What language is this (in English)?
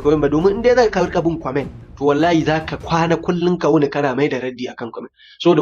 Hausa